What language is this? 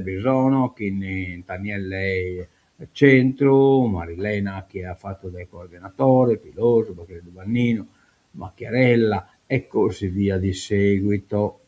Sardinian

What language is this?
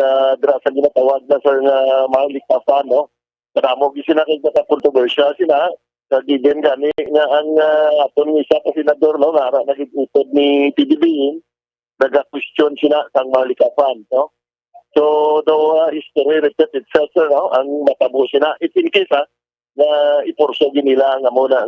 Hiligaynon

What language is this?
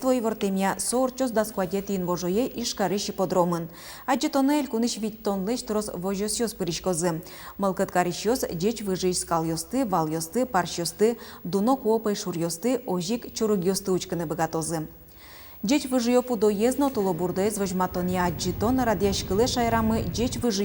Udmurt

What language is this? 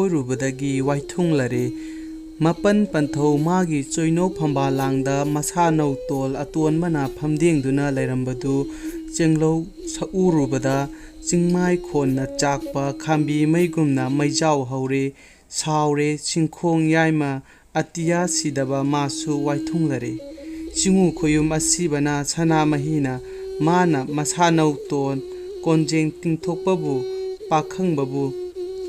Manipuri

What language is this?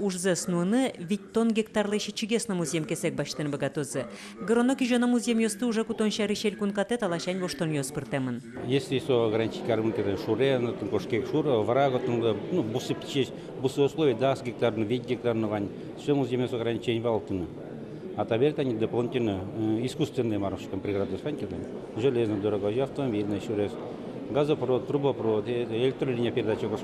Udmurt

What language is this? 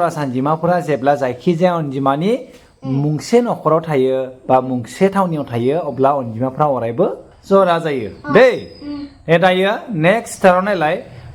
Bodo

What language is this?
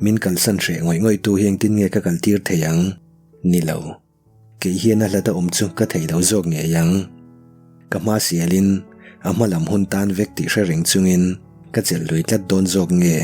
Mizo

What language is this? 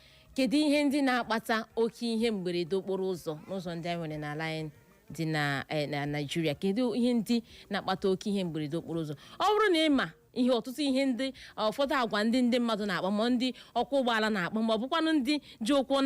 Igbo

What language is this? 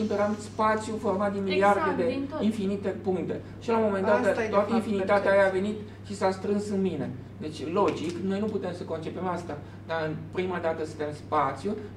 Romanian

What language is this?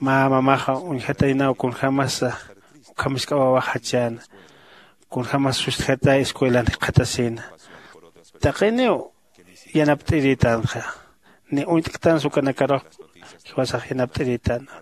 Aymara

